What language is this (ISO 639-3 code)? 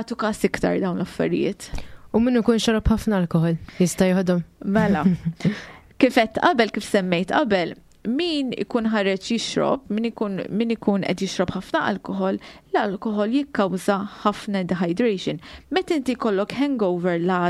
mlt